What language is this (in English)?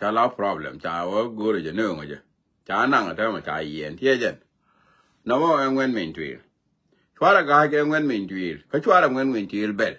Nuer